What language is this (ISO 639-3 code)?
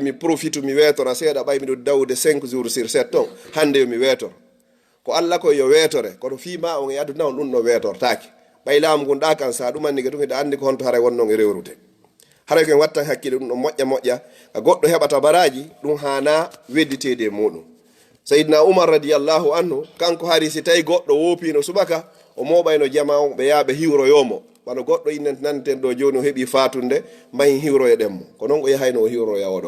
ful